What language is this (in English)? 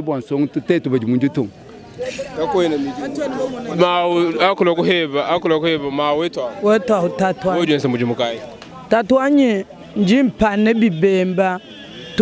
Luba-Lulua